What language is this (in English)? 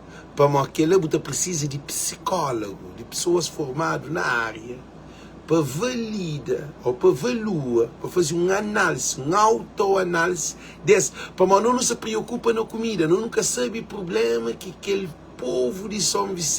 Kabuverdianu